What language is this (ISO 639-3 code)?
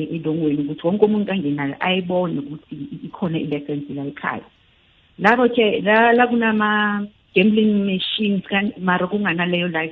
nbl